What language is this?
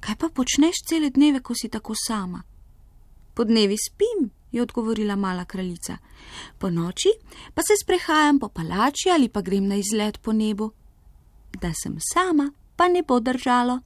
Slovenian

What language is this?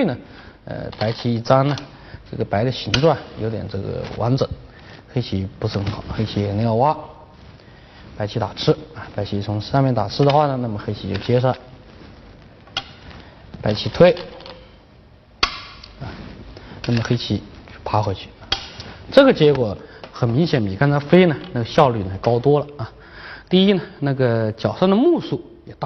Chinese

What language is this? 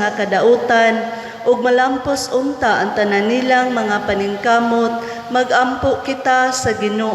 Cebuano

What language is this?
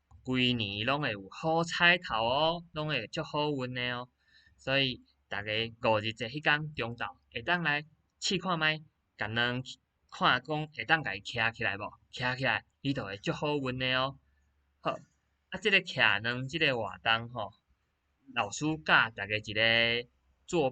Min Nan Chinese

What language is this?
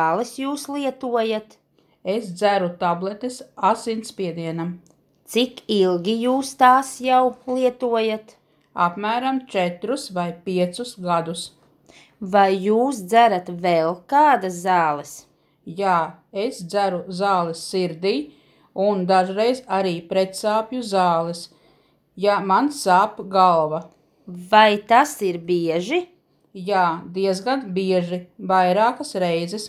Latvian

